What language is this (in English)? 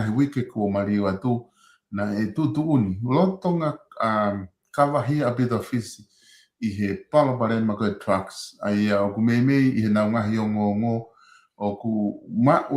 Tongan